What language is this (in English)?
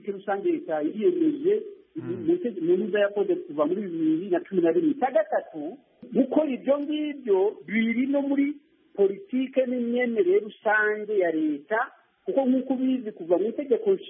Kinyarwanda